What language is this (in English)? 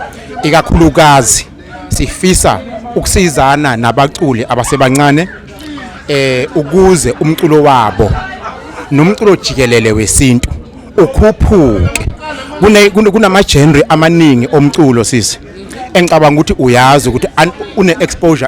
Zulu